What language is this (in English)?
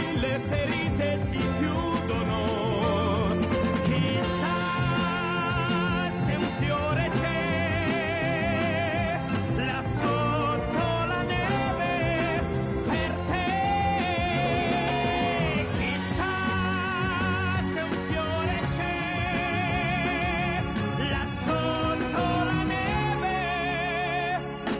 Italian